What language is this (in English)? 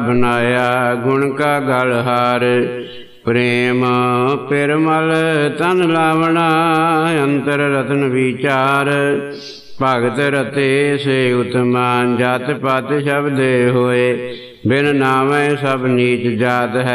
Punjabi